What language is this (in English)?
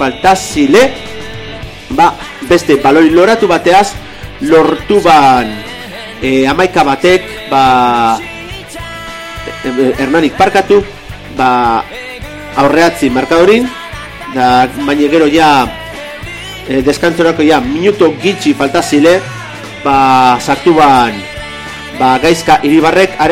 Basque